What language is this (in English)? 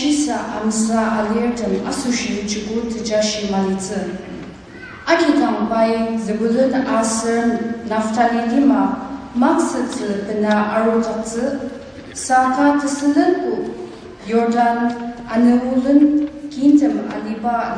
Ao Naga